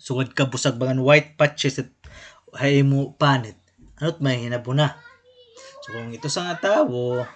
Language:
Waray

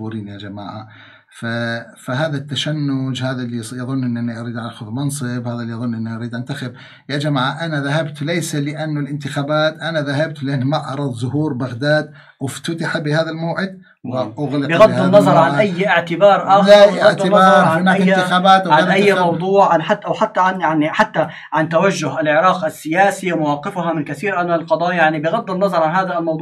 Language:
Arabic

